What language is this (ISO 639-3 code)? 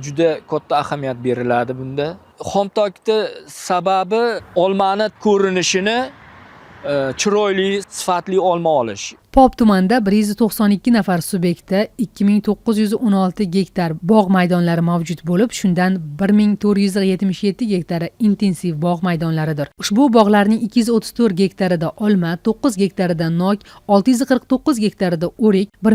uzb